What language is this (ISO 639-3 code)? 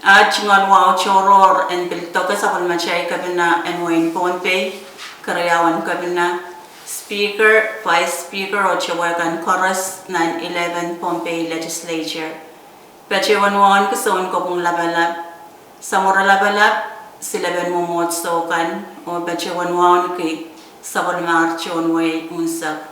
pon